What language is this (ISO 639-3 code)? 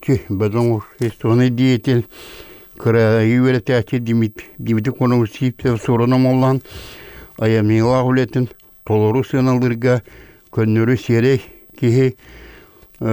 sah